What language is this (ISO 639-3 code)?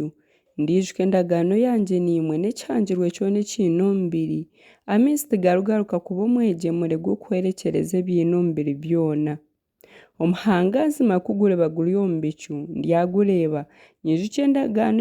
nyn